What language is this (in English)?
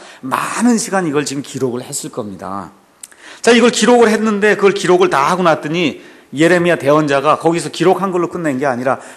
Korean